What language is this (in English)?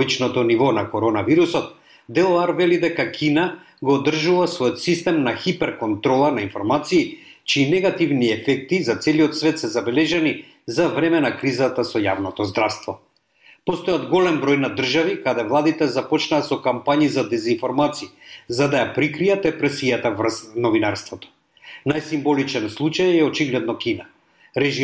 Macedonian